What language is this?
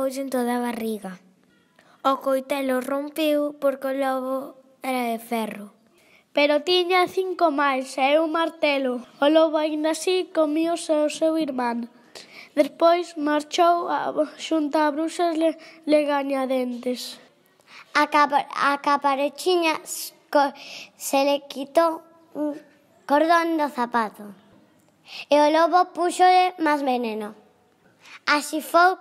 Galician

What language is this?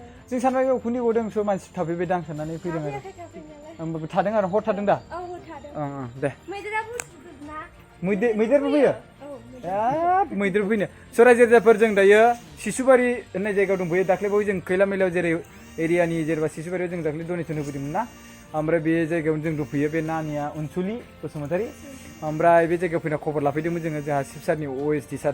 Bodo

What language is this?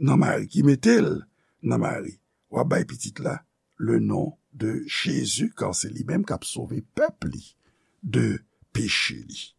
Haitian Creole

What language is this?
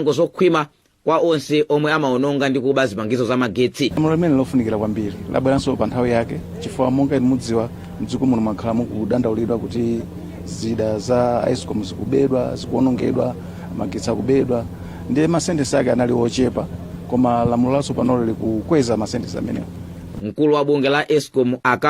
Nyanja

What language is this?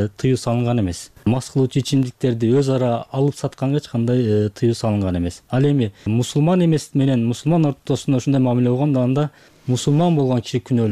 Kyrgyz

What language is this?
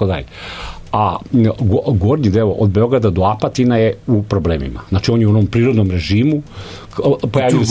Serbian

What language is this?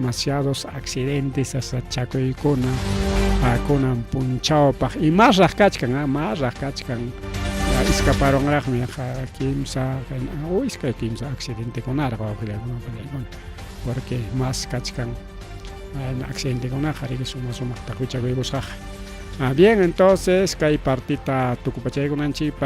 Ayacucho Quechua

